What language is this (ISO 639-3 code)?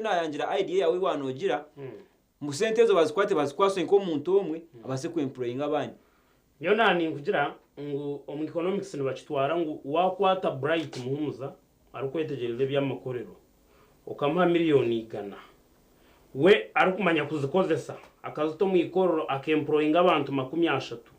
nyn